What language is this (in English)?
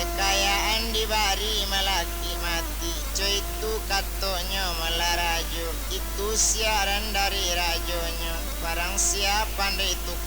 Minangkabau